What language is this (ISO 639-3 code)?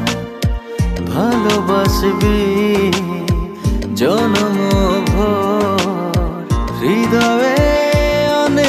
ben